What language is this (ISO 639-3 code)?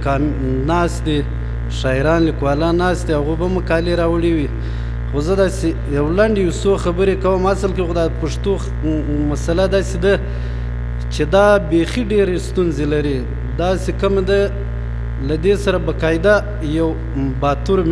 pus